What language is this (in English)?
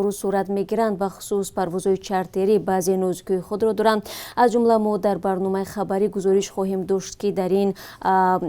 Tajik